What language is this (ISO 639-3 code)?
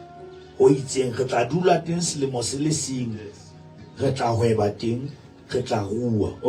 sot